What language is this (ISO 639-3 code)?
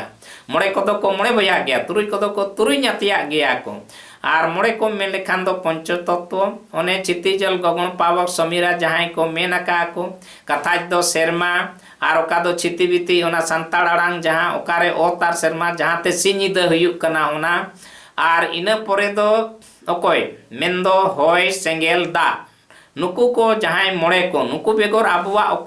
sat